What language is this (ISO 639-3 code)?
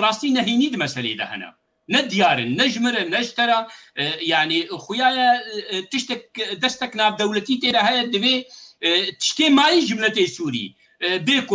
kur